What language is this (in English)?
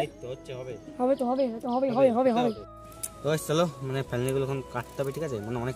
Bangla